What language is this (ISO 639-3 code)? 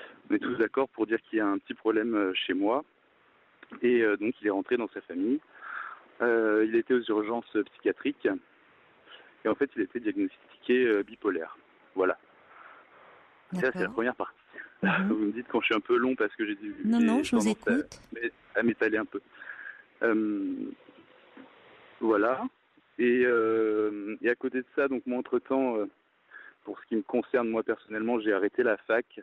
fra